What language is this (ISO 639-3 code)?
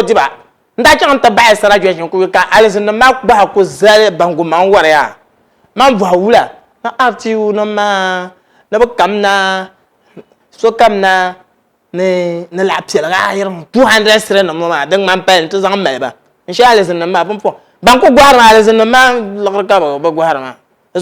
dag